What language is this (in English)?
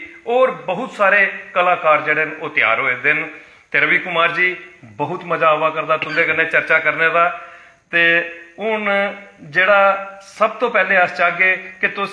Dogri